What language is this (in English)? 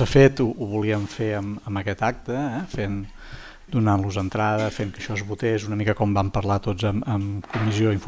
Catalan